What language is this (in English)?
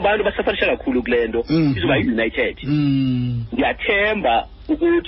Xhosa